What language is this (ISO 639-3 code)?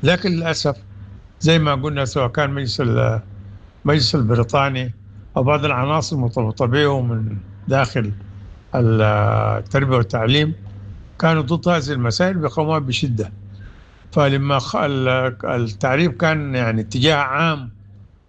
apd